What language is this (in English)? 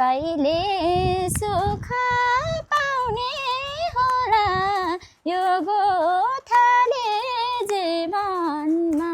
Nepali